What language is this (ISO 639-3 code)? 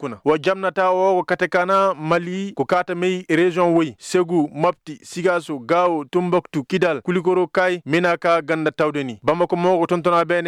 ses